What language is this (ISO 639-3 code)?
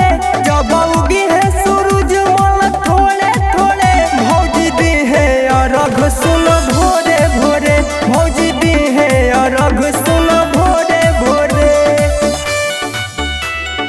bho